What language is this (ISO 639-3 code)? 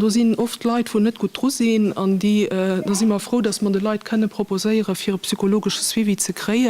ltz